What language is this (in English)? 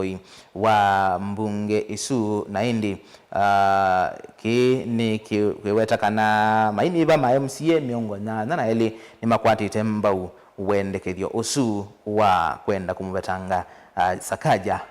Kamba